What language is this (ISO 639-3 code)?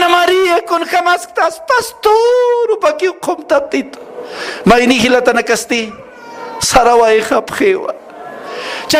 aym